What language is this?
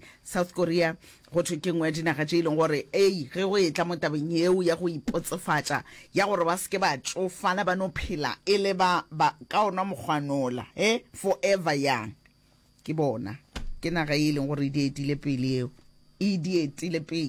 Northern Sotho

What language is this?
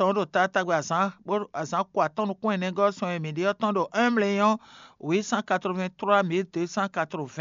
Fon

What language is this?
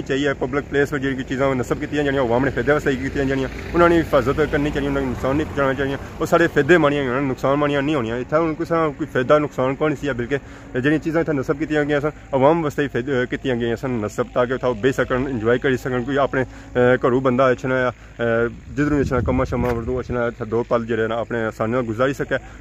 Pahari-Potwari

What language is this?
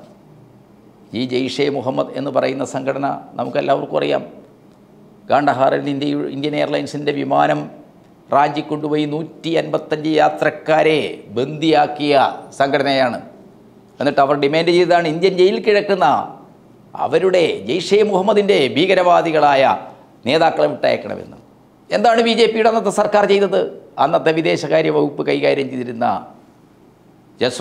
Malayalam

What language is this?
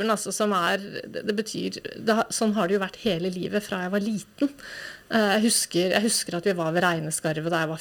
Norwegian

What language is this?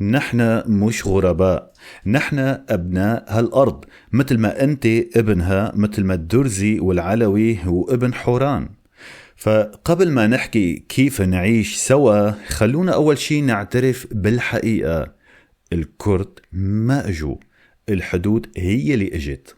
North Levantine Arabic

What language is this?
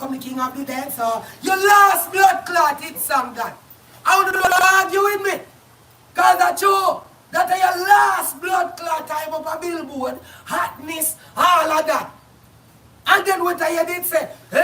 Jamaican Creole English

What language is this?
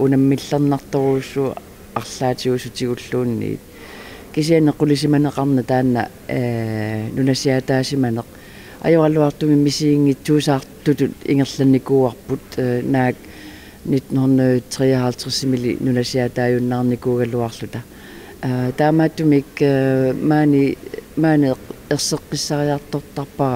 Kalaallisut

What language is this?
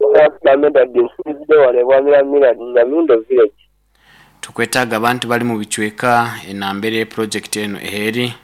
Nyoro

